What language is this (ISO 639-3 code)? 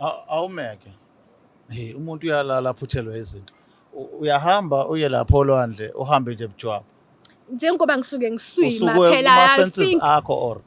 zul